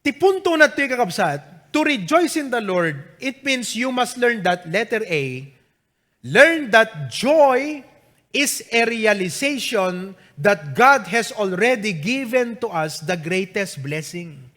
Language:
Iloko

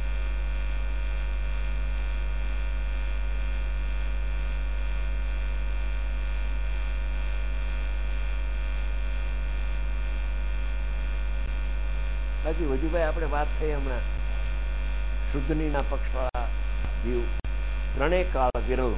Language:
Gujarati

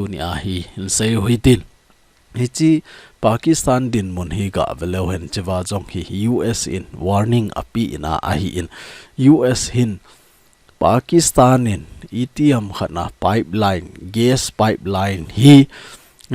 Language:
Thado Chin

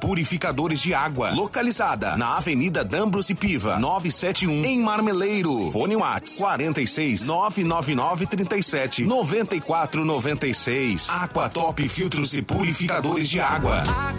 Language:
Portuguese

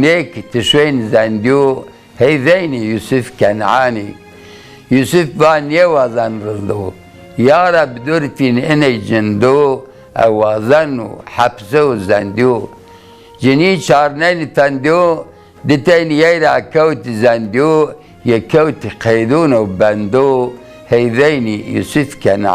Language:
Zaza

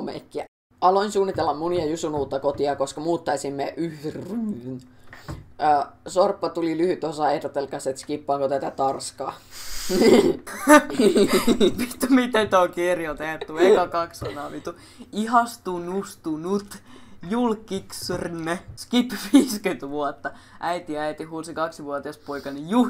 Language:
Finnish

